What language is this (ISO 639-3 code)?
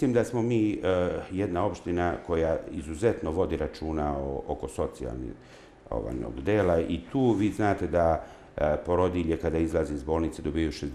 srp